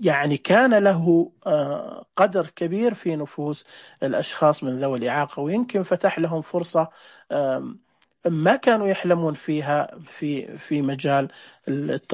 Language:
Najdi Arabic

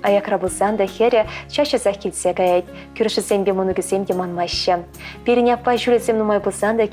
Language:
Chuvash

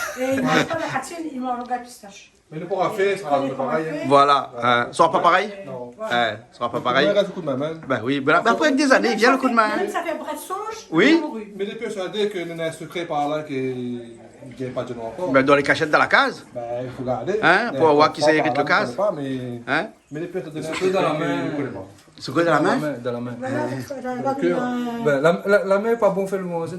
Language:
Réunion Creole French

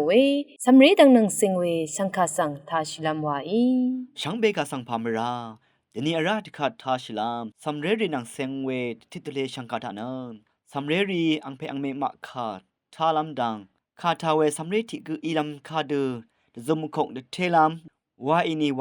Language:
Rawang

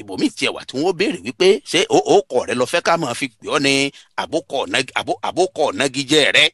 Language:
Yoruba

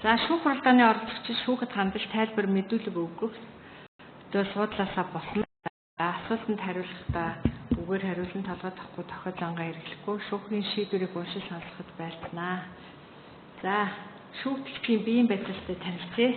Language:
Mongolian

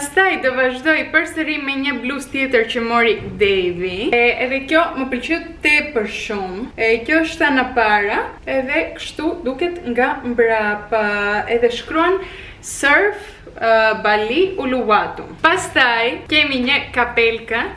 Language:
Albanian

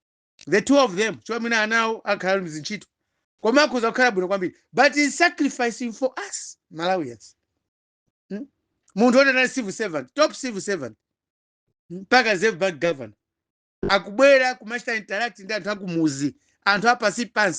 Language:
Nyanja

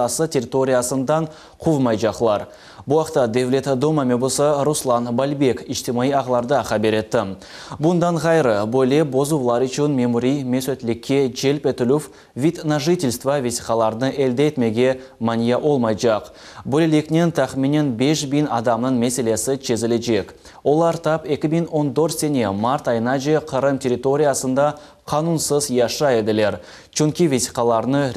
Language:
Crimean Tatar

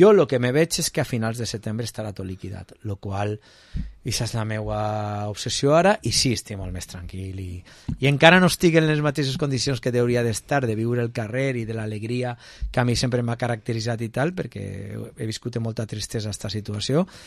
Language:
Catalan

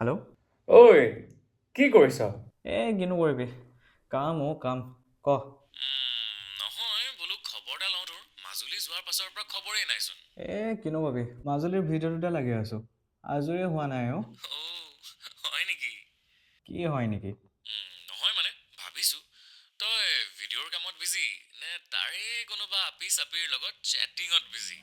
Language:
Assamese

